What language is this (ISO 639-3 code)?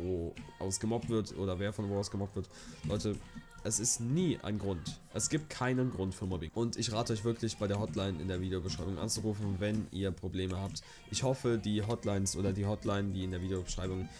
deu